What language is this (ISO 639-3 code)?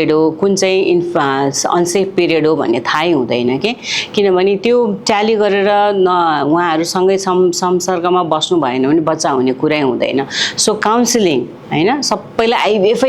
nep